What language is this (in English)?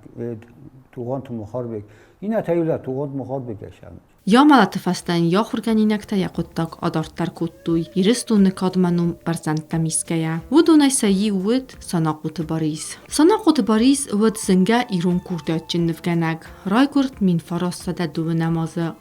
Ossetic